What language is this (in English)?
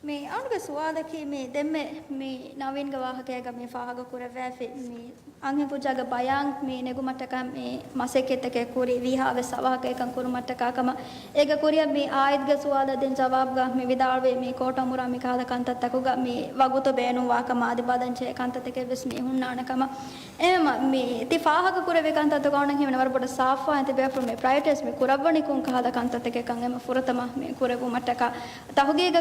Divehi